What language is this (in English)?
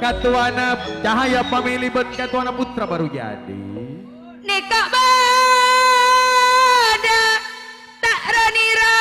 Madurese